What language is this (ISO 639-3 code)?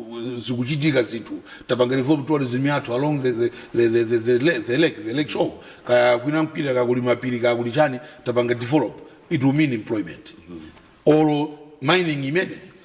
nya